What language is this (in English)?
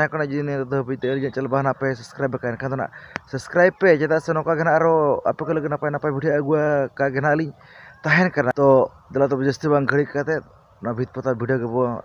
Santali